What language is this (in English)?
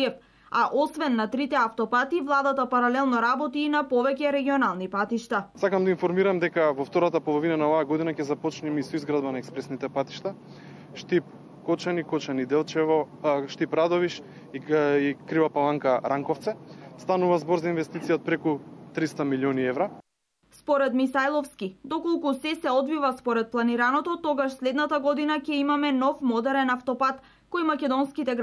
Macedonian